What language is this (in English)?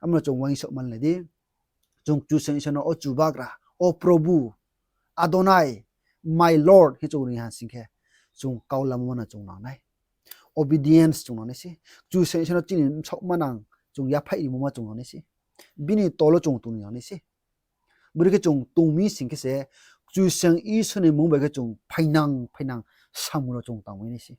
Riang (India)